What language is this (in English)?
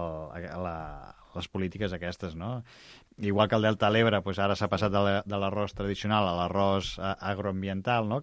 Catalan